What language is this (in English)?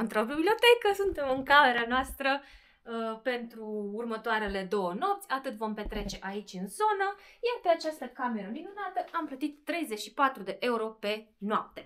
Romanian